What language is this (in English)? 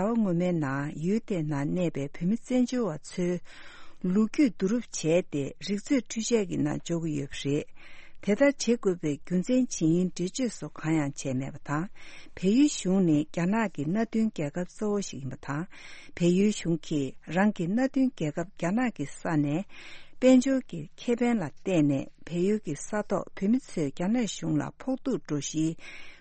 Tibetan